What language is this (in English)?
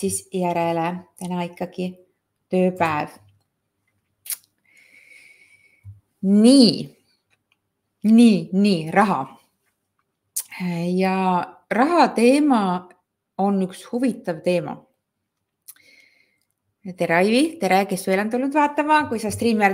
Estonian